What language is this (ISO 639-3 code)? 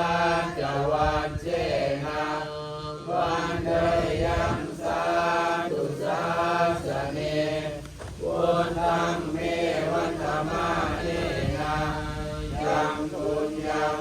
pli